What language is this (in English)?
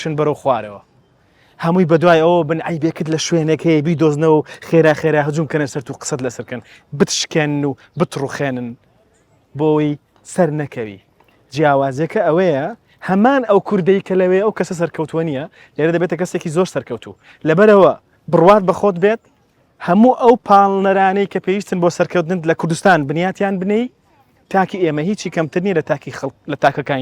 Central Kurdish